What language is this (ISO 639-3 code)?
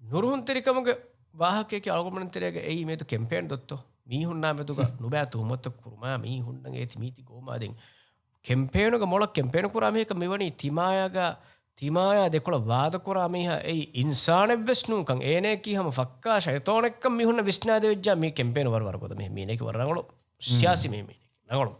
div